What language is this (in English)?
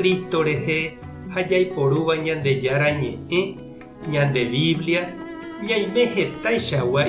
Guarani